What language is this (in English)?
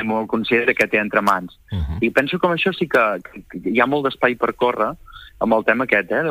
Catalan